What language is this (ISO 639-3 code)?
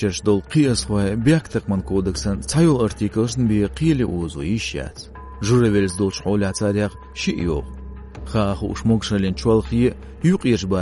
che